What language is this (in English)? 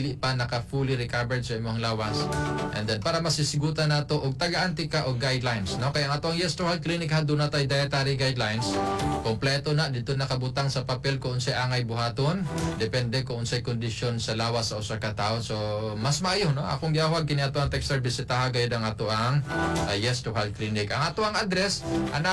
Cebuano